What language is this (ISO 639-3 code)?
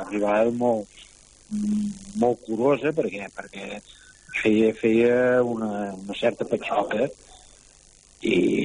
cat